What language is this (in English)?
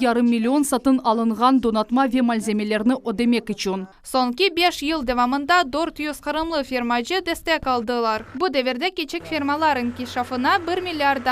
Crimean Tatar